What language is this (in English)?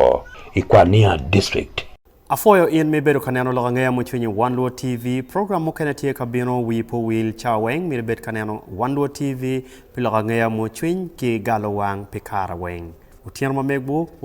Acoli